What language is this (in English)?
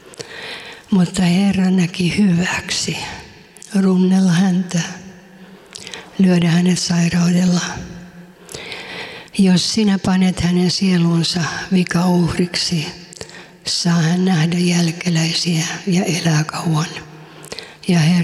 Finnish